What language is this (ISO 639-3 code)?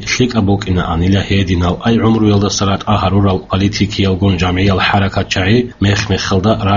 ava